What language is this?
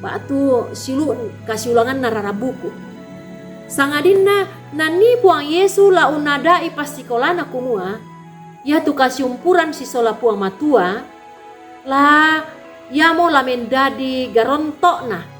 Toraja-Sa'dan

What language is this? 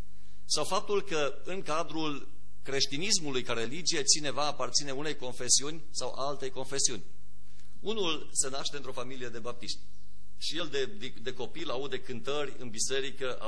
Romanian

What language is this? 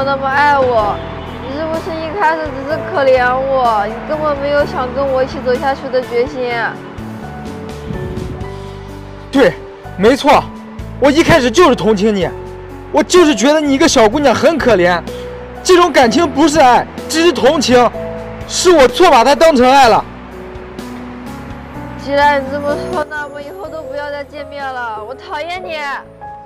Chinese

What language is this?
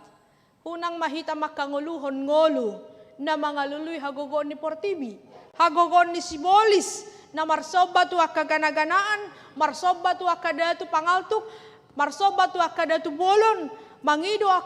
Batak Toba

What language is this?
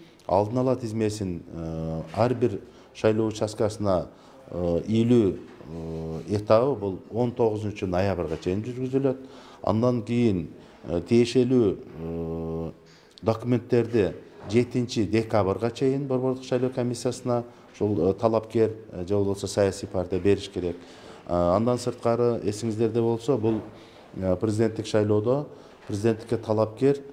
Kyrgyz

